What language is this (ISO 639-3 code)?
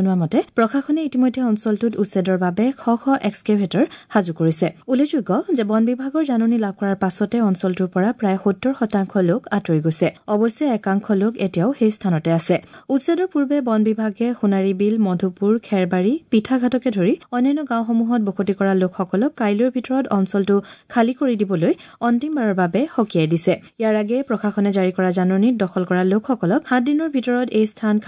asm